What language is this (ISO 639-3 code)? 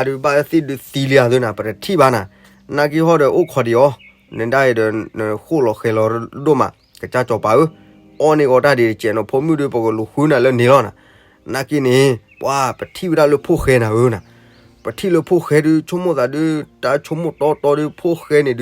ksw